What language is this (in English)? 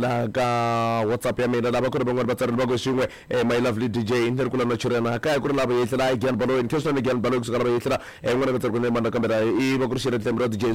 Tsonga